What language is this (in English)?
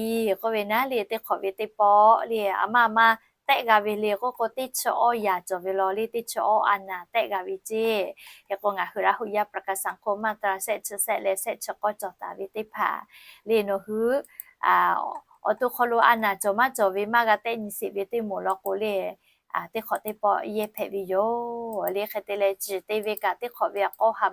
Lahu